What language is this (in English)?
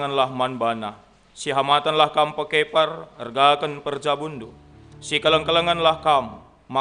Batak Karo